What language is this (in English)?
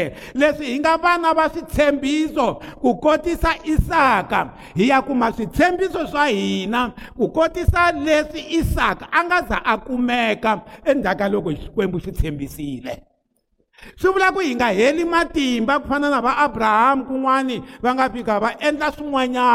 Tsonga